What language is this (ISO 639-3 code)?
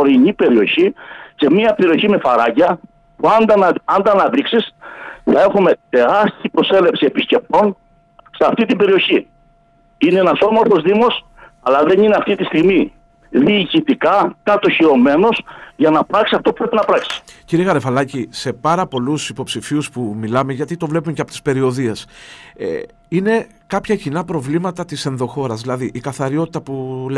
ell